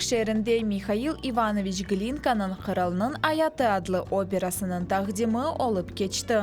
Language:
Crimean Tatar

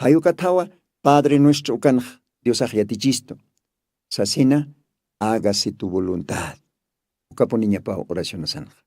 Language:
Aymara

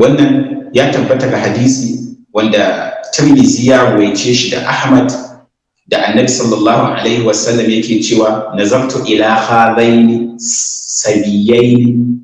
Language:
Hausa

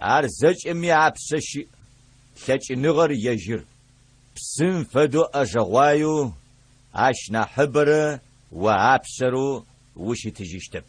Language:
Adyghe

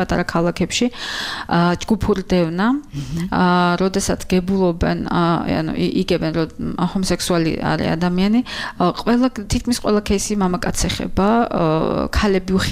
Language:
Georgian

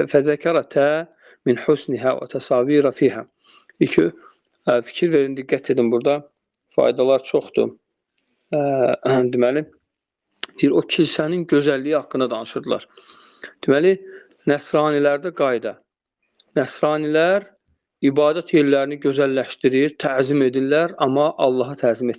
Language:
Azerbaijani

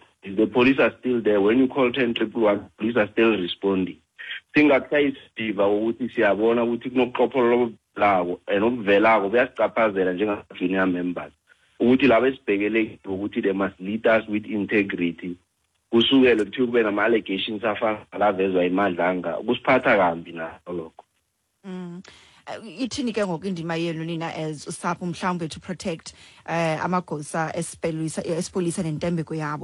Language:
Xhosa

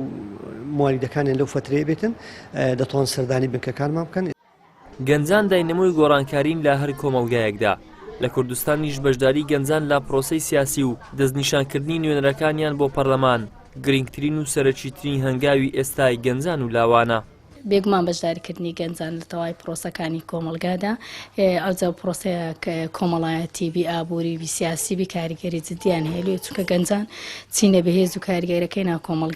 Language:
Central Kurdish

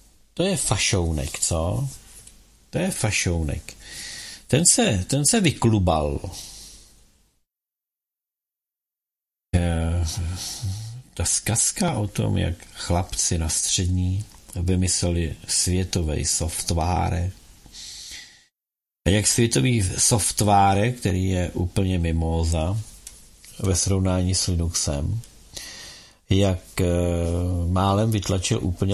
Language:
Czech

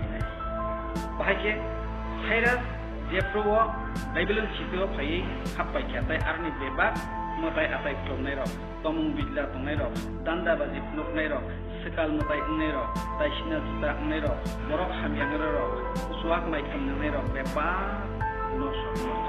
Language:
Kok Borok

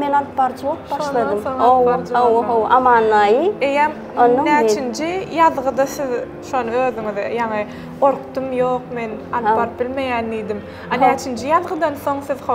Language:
Turkmen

